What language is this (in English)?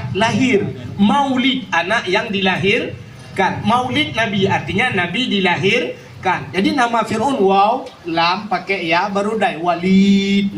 Achinese